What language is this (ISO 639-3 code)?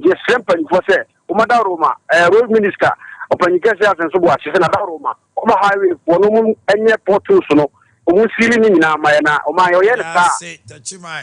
aka